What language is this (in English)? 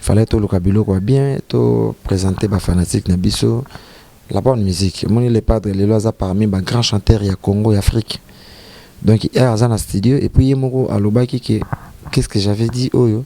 Lingala